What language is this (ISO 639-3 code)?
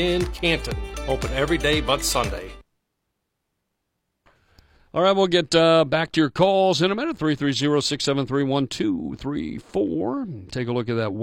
eng